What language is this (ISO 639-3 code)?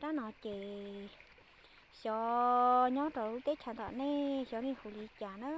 hmn